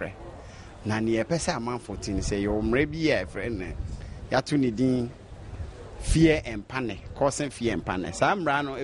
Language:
Akan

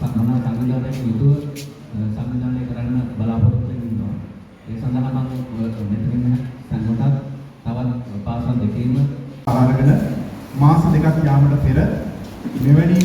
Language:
Sinhala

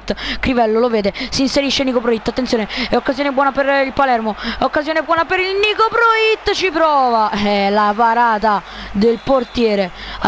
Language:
Italian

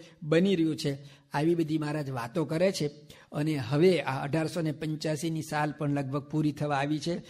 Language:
Gujarati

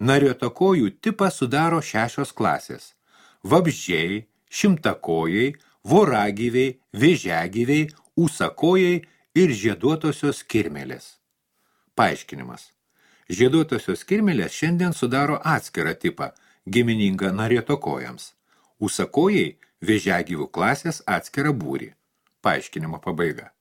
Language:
Lithuanian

